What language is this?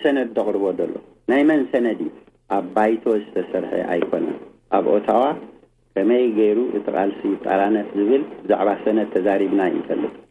Tigrinya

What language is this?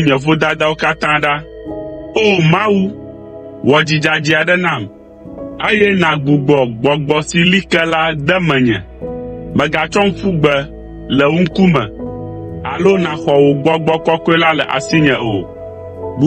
Ewe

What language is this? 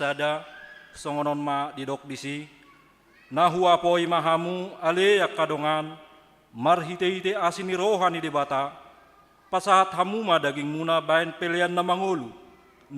Batak Toba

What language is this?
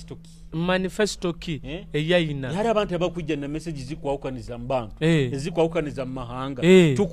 Nyoro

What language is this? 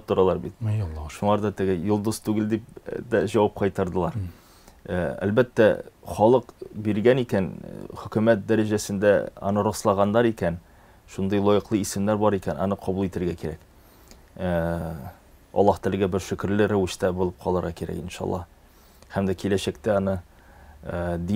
Tatar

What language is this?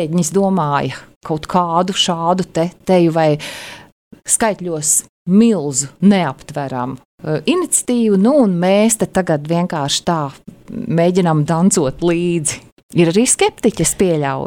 Latvian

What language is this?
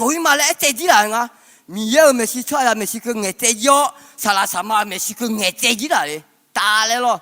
Akha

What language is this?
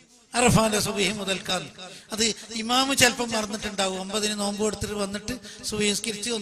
Malayalam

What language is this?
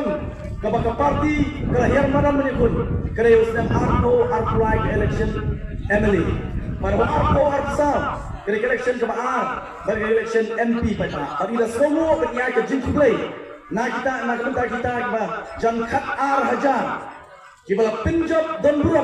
Khasi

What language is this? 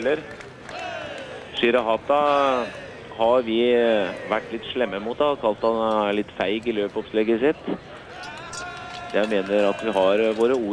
Norwegian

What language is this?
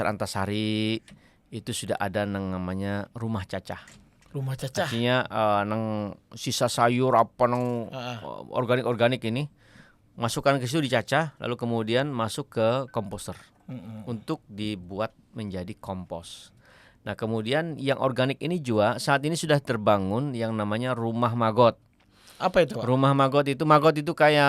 Banjar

